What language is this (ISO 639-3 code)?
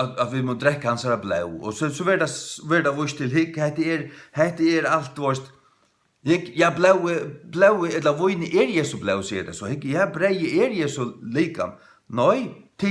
fao